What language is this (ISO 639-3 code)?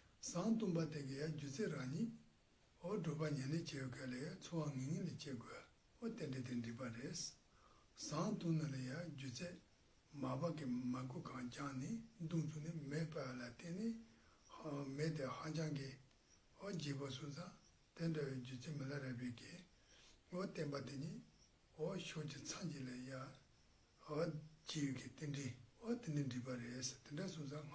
bod